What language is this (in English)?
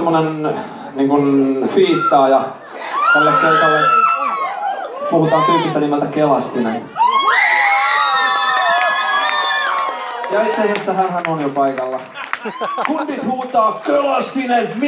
Finnish